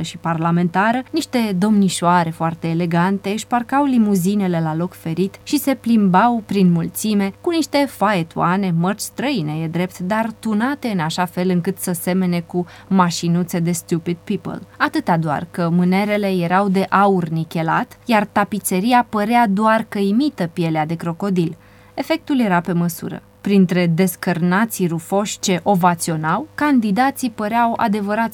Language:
Romanian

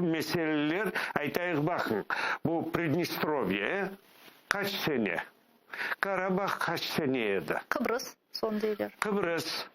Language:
Crimean Tatar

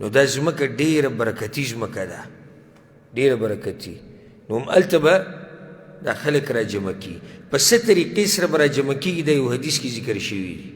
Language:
Pashto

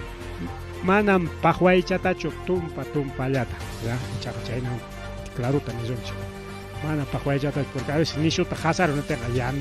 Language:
Ayacucho Quechua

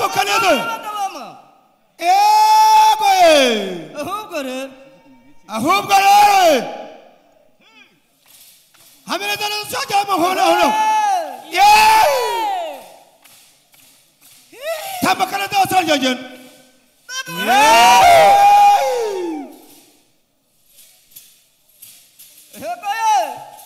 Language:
Kinyarwanda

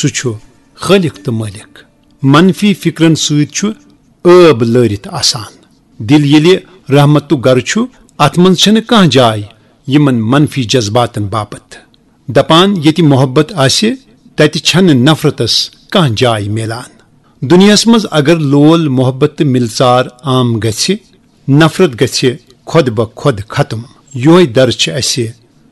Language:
Kashmiri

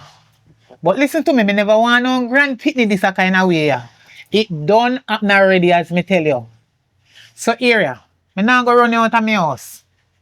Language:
Jamaican Creole English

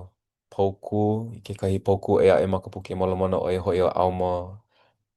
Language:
Hawaiian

